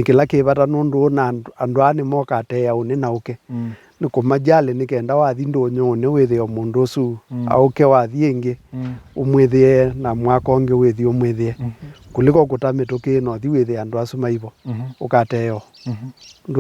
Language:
Kamba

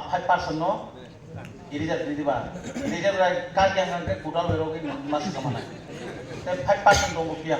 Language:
Kok Borok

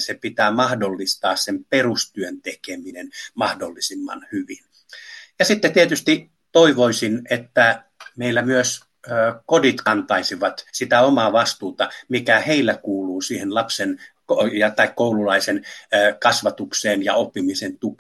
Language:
Finnish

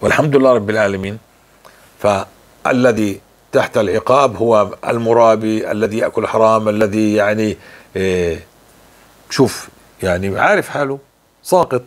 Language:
North Levantine Arabic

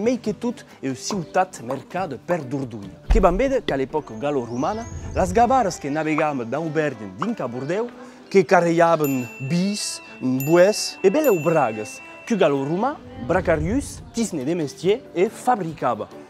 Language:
Occitan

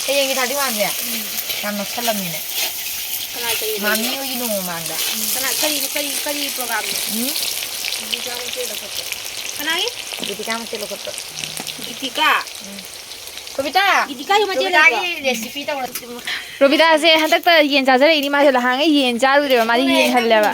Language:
Manipuri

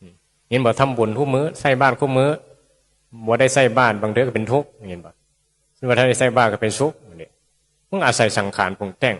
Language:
Northeastern Thai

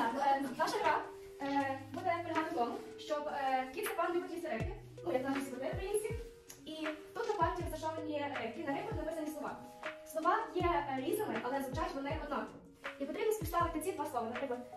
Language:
Ukrainian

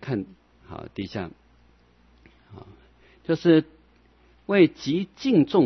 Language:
Chinese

